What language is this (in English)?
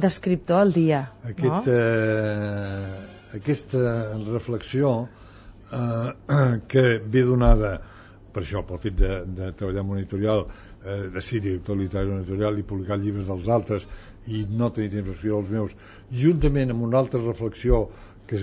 Catalan